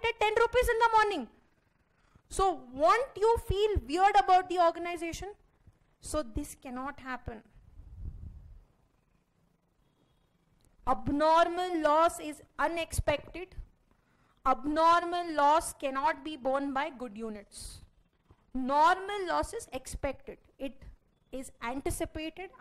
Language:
English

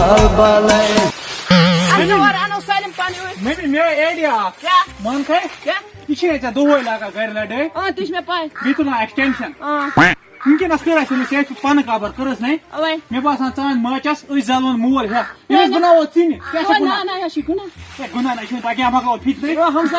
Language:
Kashmiri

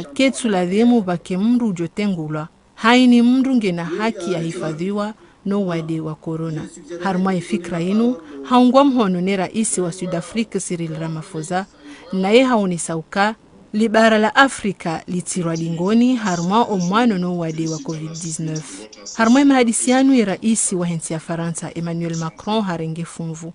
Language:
Ngazidja Comorian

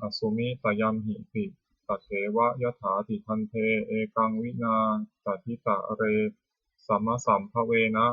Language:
Pali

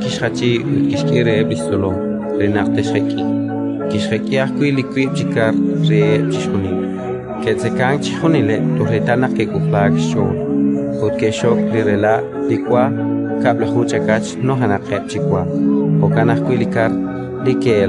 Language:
Kekchí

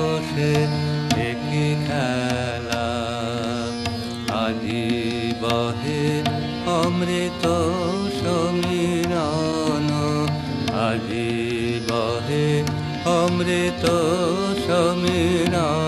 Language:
Bangla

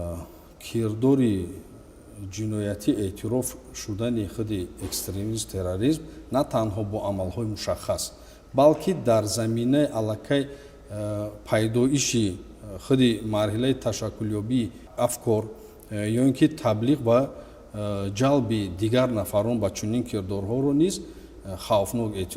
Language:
Tajik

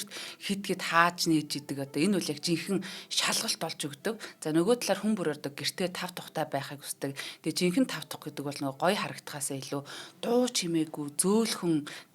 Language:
Mongolian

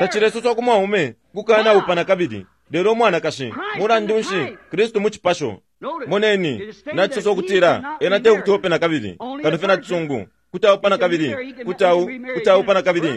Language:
Bemba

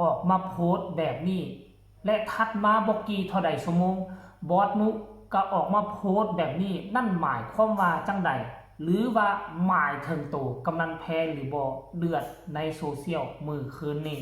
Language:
Northeastern Thai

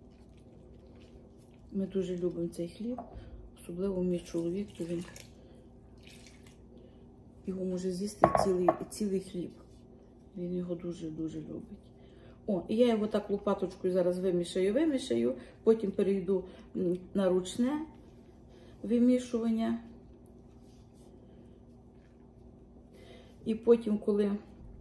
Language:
Ukrainian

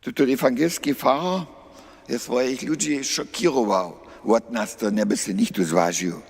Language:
Upper Sorbian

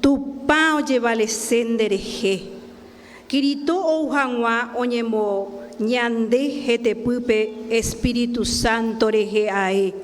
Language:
Guarani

